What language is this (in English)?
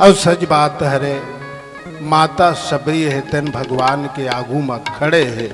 Chhattisgarhi